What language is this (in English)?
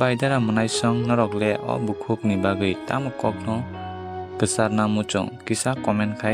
Kok Borok